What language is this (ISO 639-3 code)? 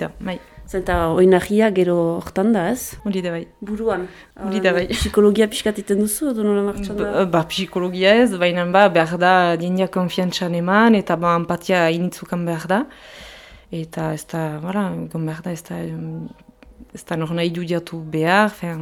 eus